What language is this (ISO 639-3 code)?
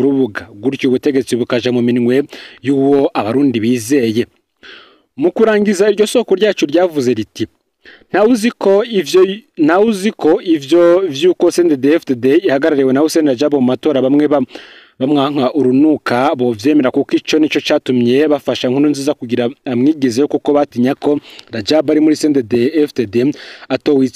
run